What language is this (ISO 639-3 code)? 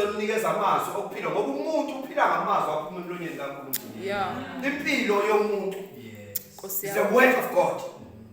zul